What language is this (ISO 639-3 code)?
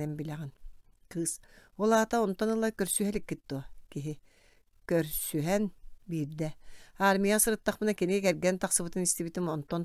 sah